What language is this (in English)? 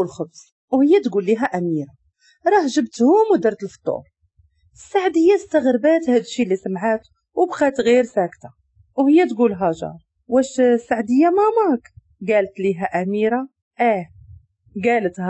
Moroccan Arabic